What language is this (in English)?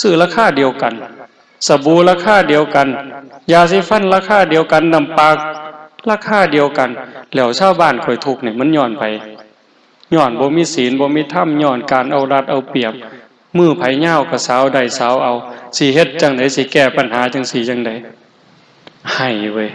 Lao